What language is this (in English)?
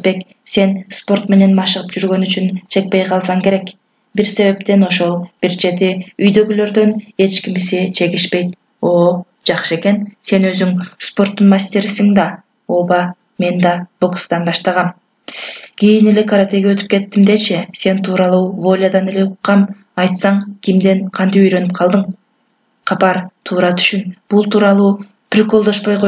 Kyrgyz